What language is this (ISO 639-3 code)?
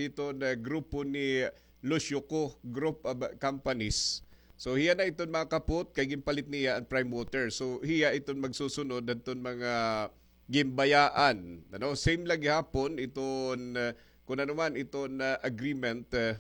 war